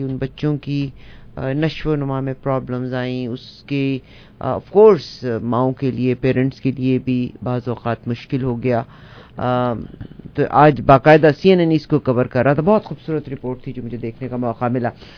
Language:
Urdu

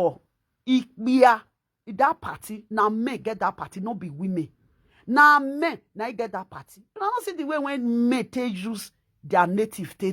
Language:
Nigerian Pidgin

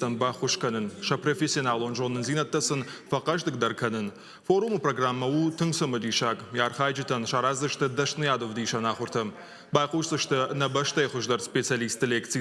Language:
Ossetic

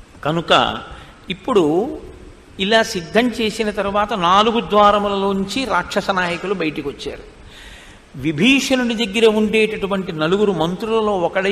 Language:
Telugu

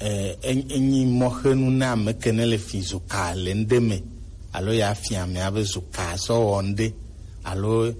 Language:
Gen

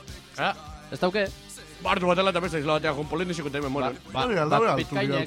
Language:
Basque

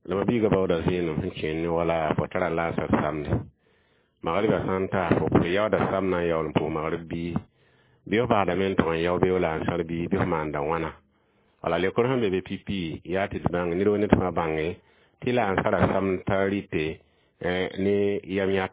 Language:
Mossi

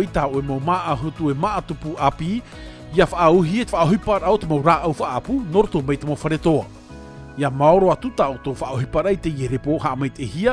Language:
Tahitian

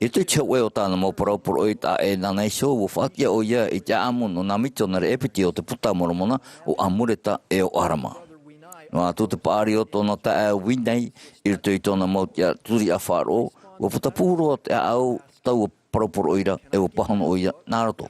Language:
Tahitian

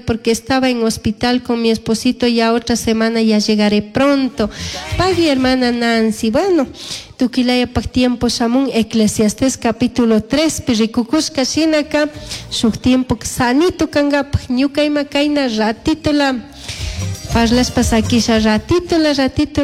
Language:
Chimborazo Highland Quichua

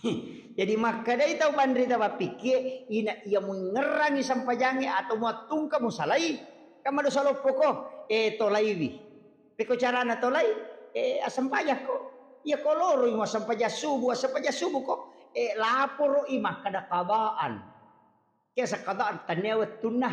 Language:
Buginese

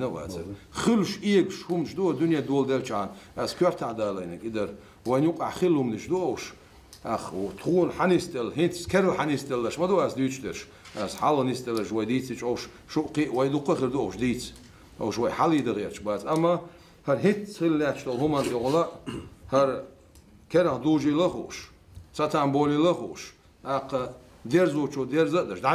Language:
Chechen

